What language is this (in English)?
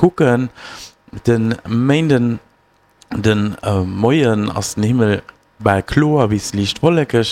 Luxembourgish